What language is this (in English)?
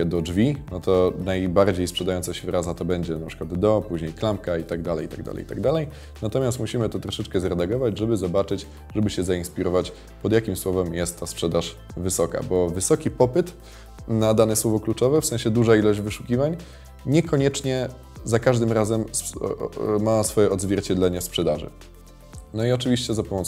Polish